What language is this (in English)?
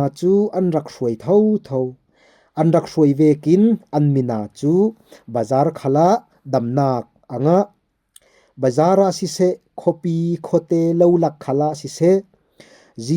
Falam Chin